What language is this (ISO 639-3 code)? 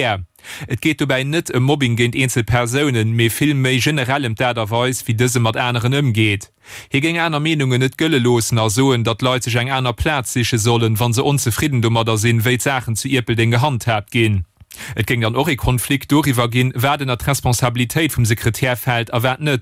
ltz